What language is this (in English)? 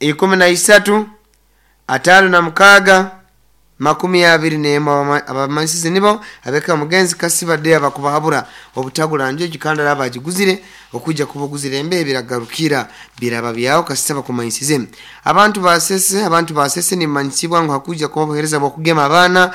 Nyoro